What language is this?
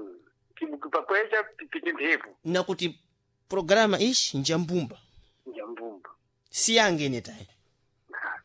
Sena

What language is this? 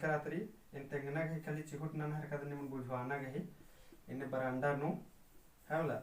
Kurukh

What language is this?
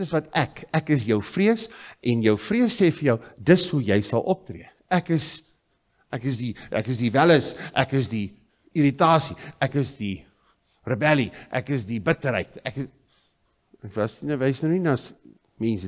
Afrikaans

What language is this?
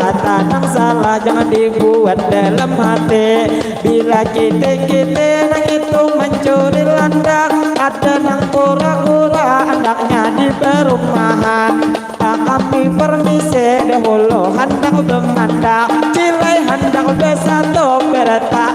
Banjar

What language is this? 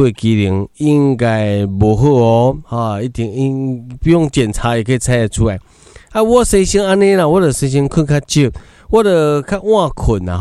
Min Nan Chinese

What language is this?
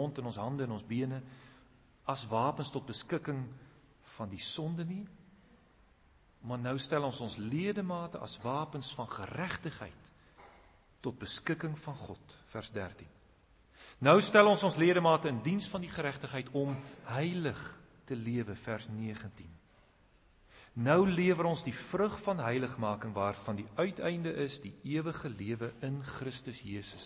Afrikaans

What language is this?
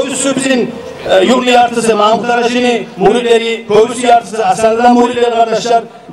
Kumyk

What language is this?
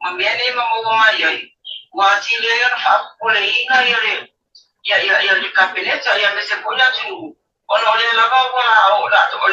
Samoan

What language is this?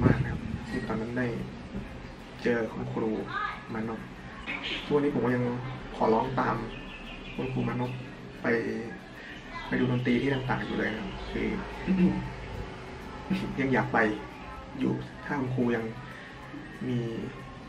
Thai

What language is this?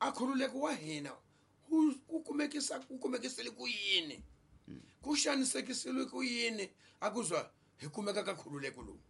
Tsonga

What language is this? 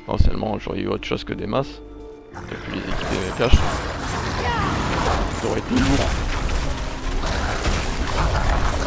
French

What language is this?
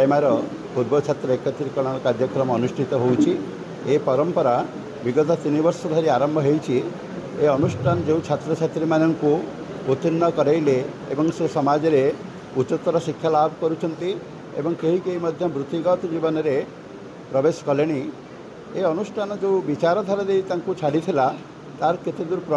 Odia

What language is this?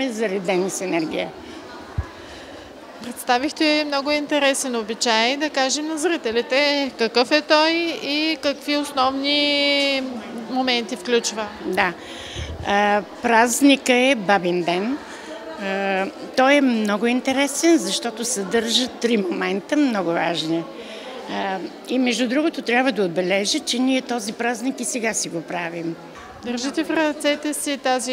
Bulgarian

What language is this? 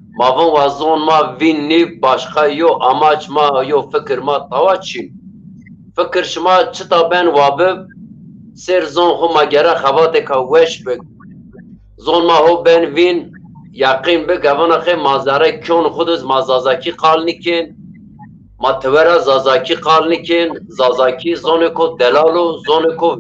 Zaza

